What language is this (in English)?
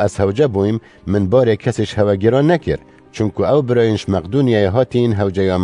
Kurdish